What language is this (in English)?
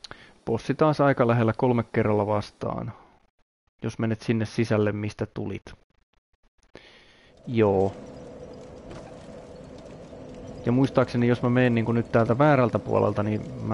Finnish